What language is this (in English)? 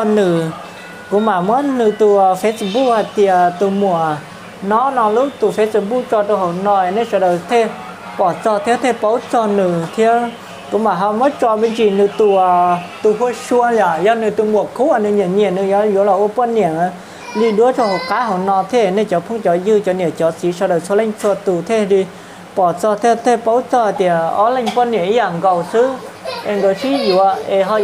Hmong